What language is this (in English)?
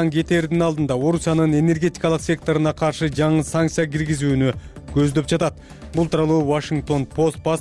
Kyrgyz